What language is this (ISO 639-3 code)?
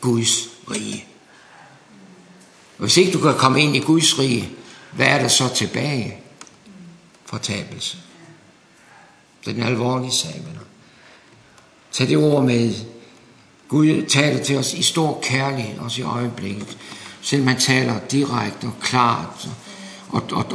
dan